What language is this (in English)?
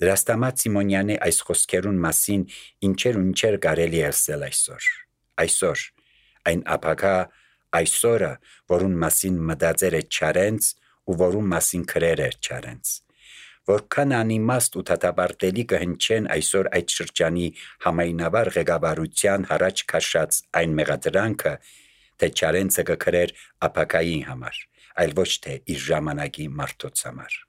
Armenian